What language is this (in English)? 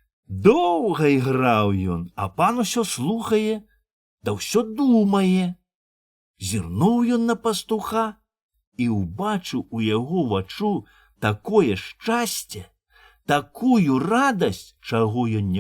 Belarusian